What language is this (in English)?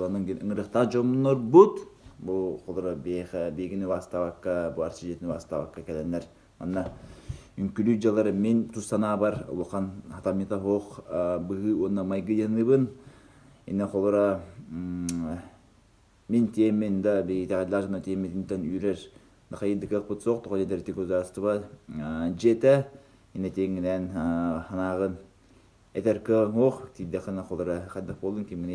Yakut